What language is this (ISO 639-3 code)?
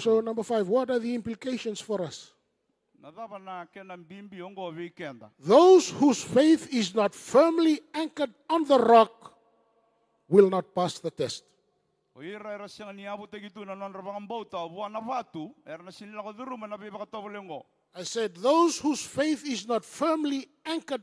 fij